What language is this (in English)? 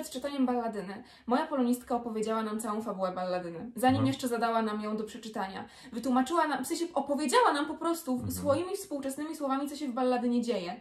Polish